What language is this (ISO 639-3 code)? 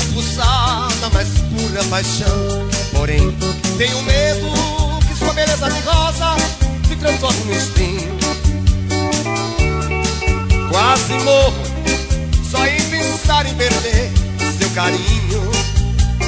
por